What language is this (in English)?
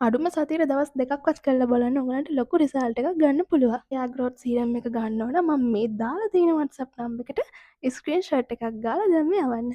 Sinhala